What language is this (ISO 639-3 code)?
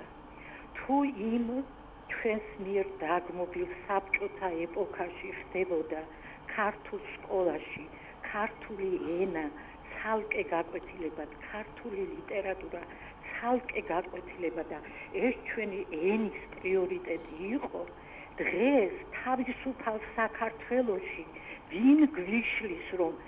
kat